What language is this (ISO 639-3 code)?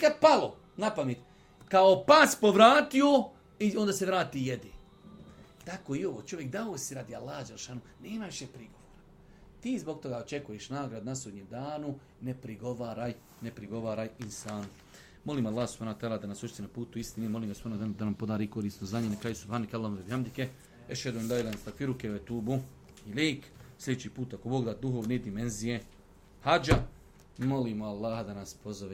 bos